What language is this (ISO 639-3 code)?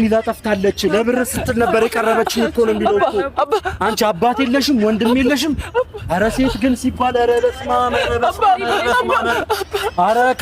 amh